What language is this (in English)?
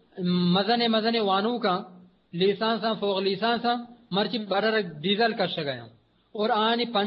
Eastern Balochi